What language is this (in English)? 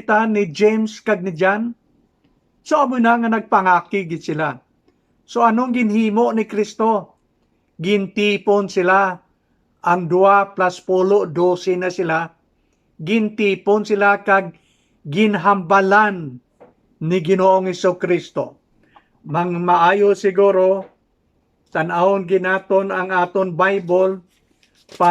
Hiligaynon